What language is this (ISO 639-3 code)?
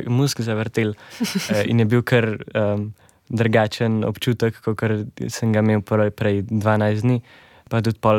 slv